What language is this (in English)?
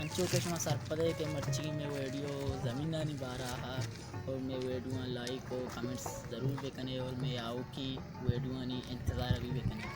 Baluchi